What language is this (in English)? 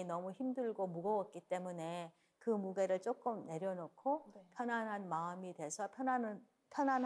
Korean